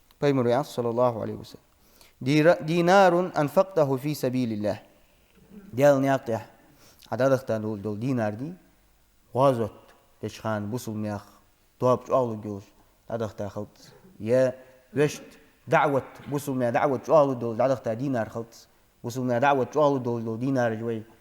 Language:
Ingush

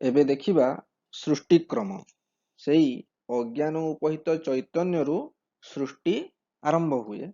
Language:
Odia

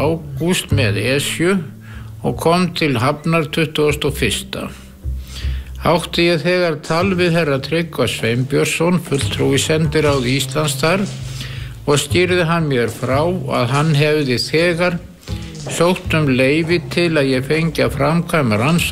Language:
Icelandic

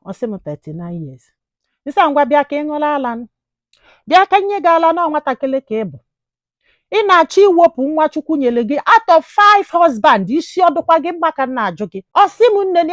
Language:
Igbo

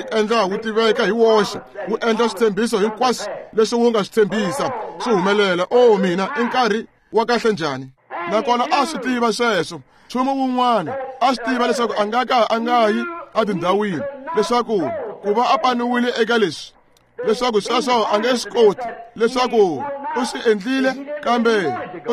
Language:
Tsonga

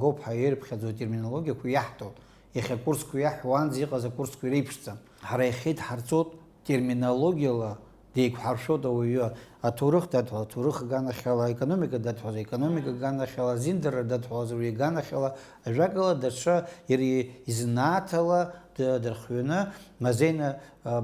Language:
Abkhazian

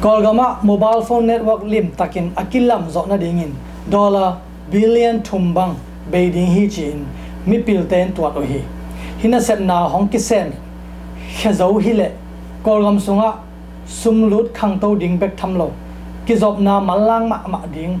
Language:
Tedim Chin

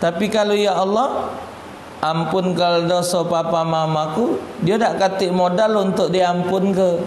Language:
Musi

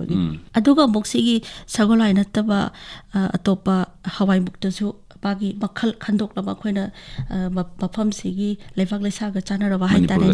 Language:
Manipuri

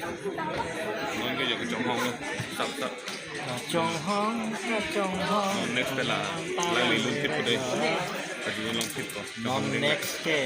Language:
Karbi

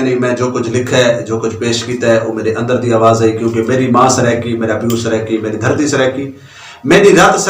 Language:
Saraiki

